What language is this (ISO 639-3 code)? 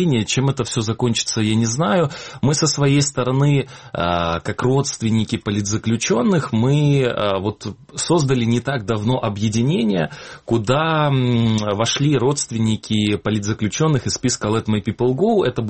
rus